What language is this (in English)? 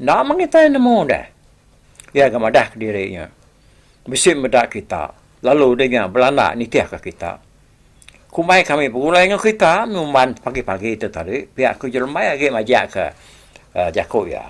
Iban